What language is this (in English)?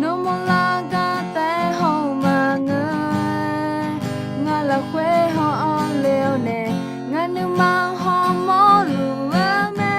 Akha